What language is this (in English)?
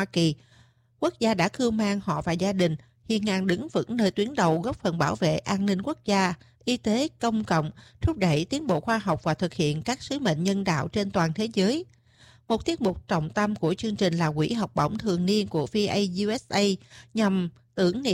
Vietnamese